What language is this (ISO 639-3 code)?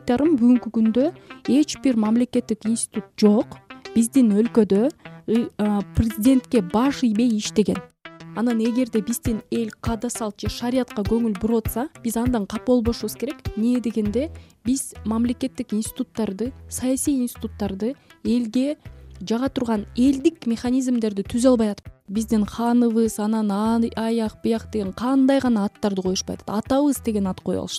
kir